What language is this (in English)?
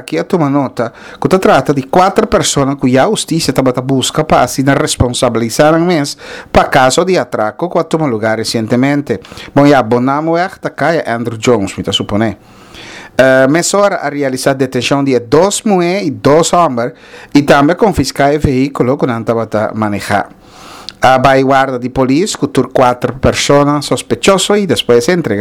Papiamento